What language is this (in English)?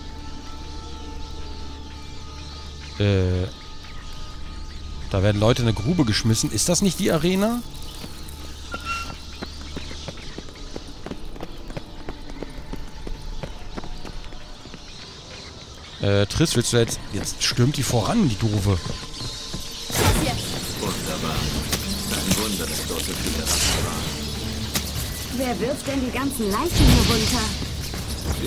German